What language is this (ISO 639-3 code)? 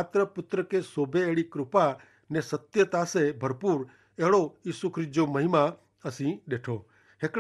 kfr